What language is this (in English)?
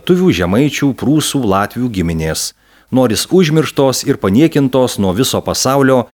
Lithuanian